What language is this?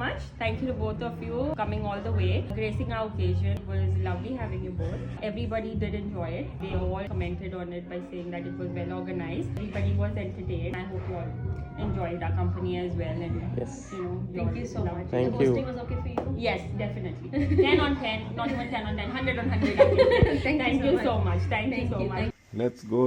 Konkani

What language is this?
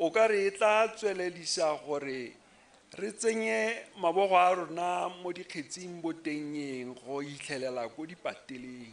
Tswana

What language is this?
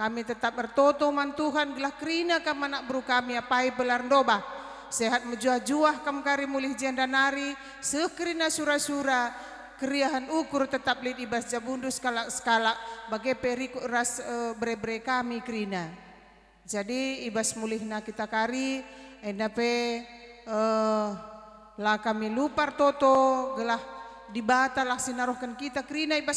Batak Karo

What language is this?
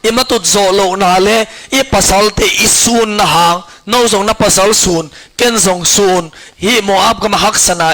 Tedim Chin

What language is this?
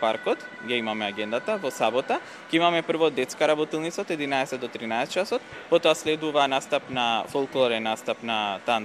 Macedonian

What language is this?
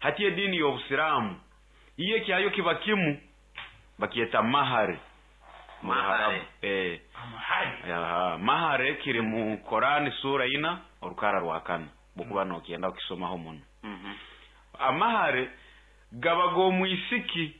Nyoro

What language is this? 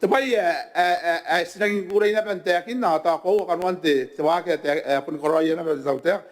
Gilbertese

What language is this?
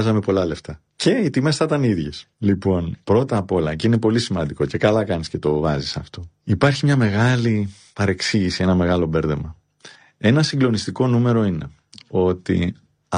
Greek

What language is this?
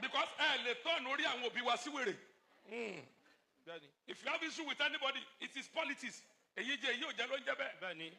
Yoruba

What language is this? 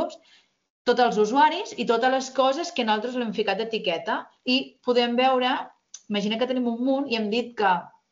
Catalan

